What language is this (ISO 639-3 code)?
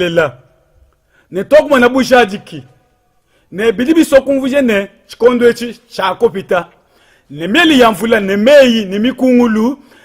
lua